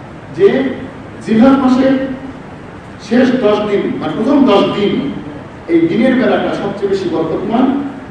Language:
Bangla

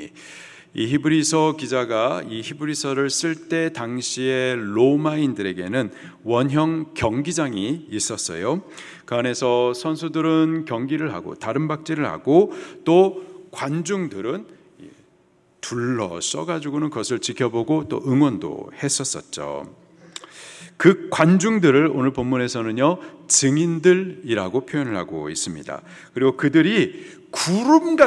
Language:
Korean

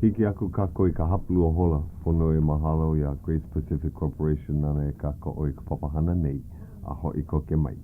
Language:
Hawaiian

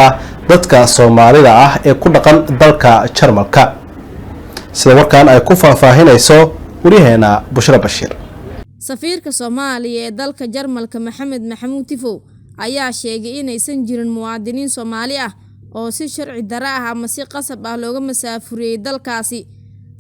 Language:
Somali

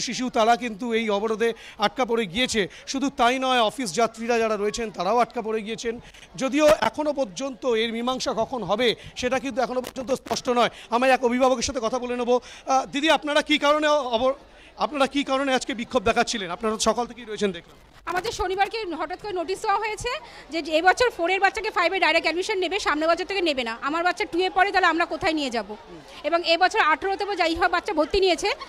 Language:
Bangla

